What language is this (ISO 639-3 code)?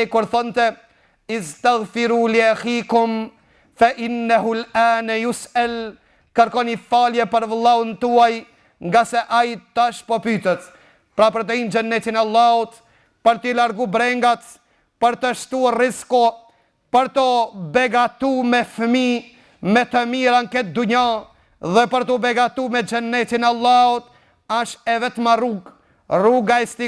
sqi